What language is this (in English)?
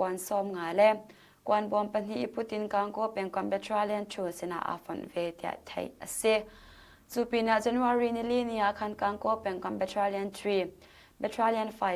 Hakha Chin